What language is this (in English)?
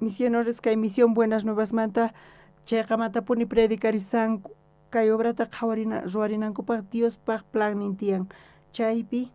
South Bolivian Quechua